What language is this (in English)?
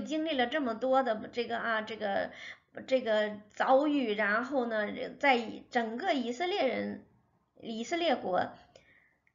Chinese